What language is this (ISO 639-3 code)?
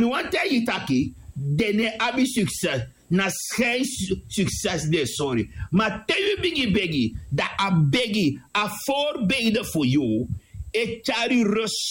srn